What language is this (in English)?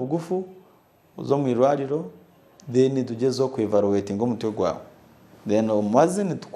Nyankole